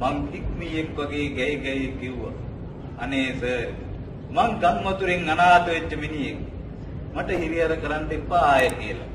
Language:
Sinhala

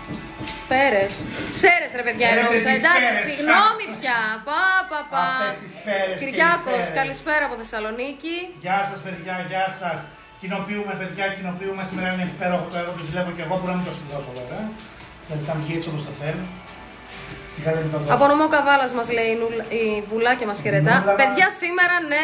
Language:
Greek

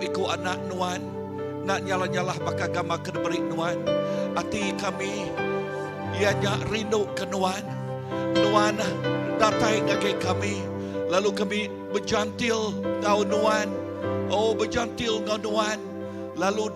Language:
Iban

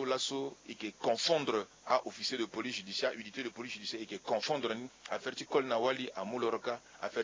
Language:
Sango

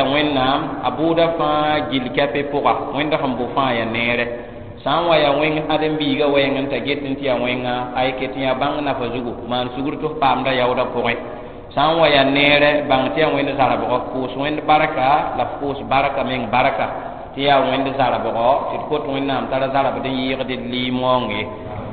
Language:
Mossi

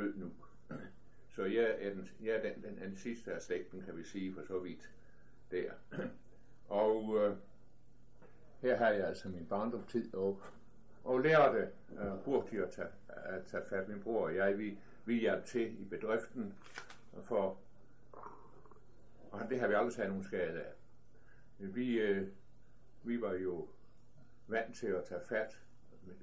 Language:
Danish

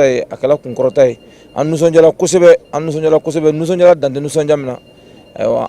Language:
Bambara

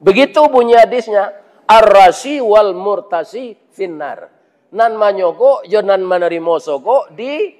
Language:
Minangkabau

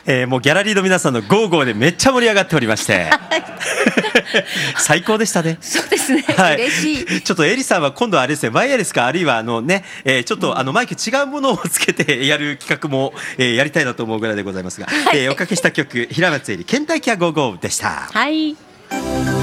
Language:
Japanese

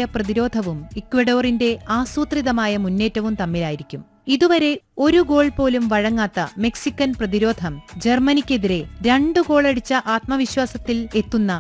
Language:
Malayalam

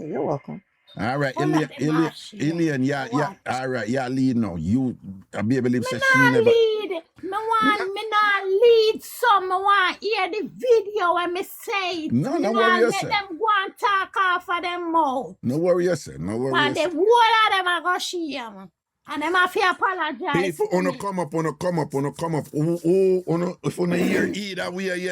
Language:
Jamaican Creole English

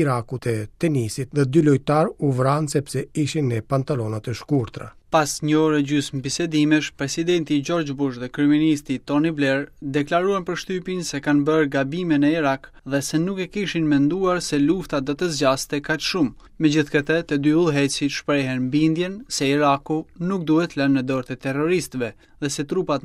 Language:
Albanian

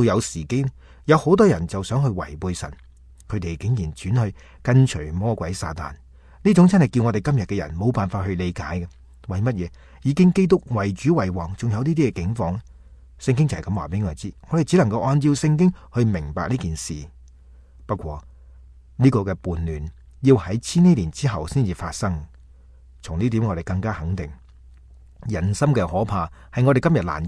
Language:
Cantonese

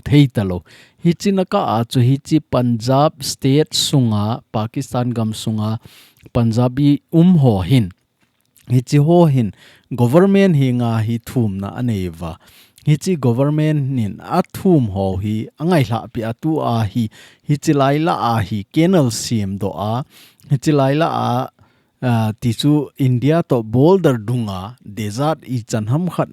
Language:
Thado Chin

